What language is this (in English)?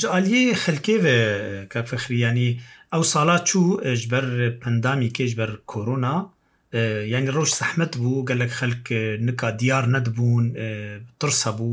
Kurdish